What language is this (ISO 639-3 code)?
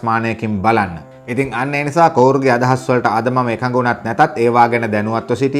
sin